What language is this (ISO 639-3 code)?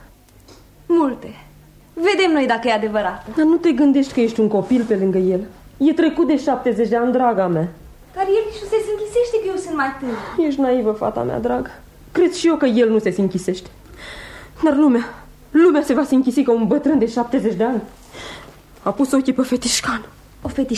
ron